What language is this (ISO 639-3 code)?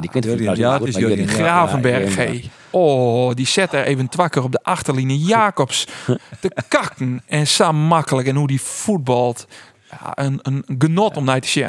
fry